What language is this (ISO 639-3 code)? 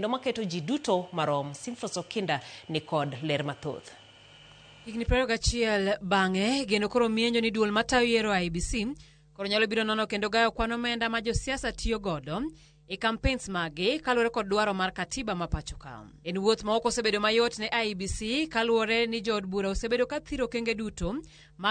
luo